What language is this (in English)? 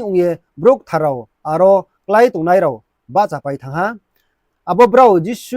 Riang (India)